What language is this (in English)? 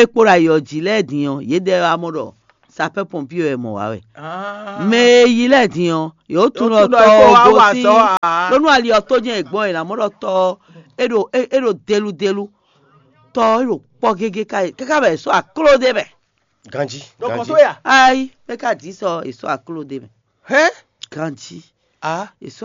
Fon